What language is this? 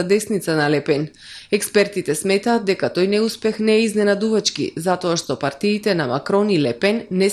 Macedonian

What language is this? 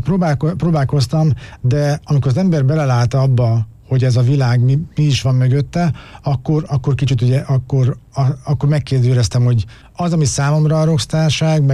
Hungarian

